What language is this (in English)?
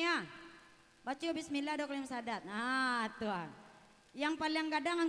Minangkabau